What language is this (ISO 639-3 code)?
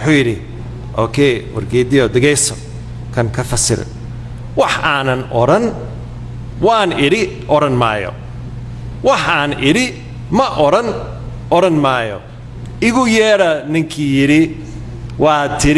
som